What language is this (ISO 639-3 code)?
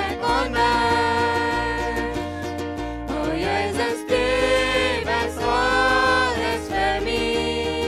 pdt